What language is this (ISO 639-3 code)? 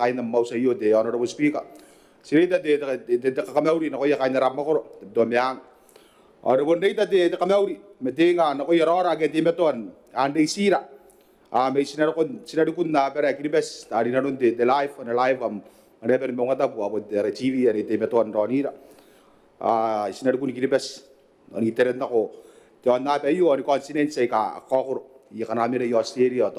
gil